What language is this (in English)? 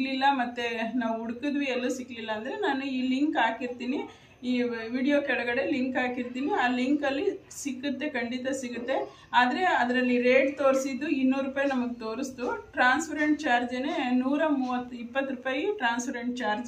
Kannada